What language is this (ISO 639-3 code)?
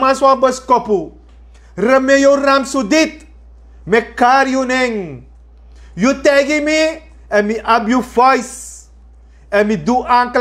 srn